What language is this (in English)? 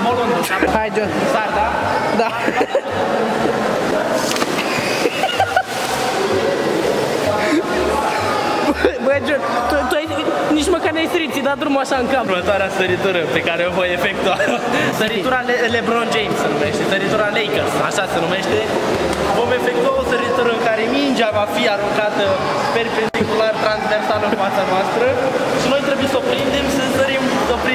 Romanian